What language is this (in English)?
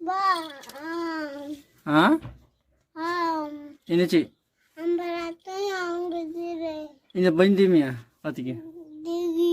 Santali